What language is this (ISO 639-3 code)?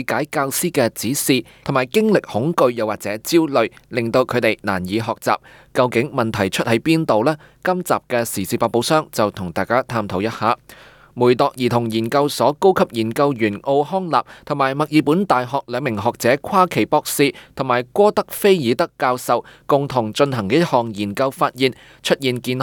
yue